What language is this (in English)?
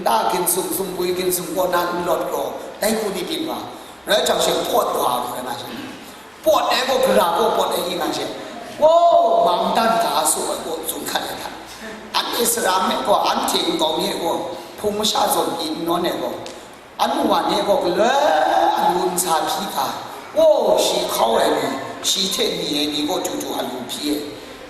Kachin